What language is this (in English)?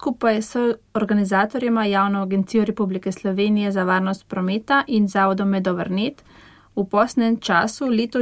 Slovenian